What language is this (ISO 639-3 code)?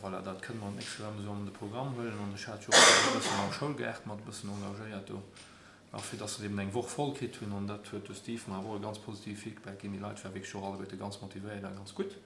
ltz